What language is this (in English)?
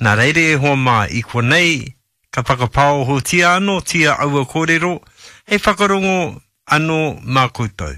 Māori